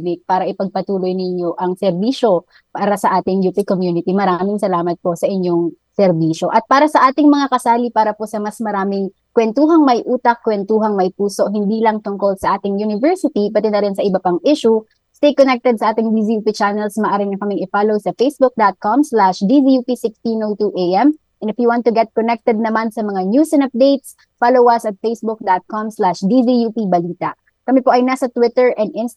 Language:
Filipino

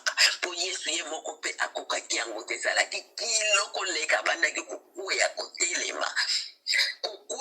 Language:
Lingala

